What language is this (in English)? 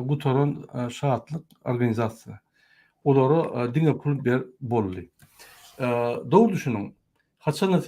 Turkmen